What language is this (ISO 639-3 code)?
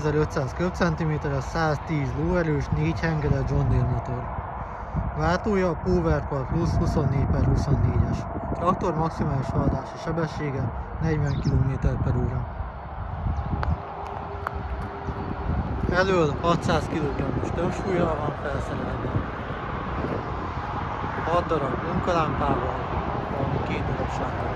hun